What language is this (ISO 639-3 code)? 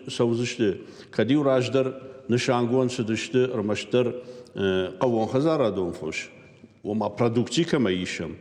oss